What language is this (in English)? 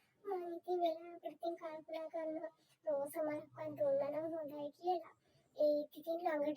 Sinhala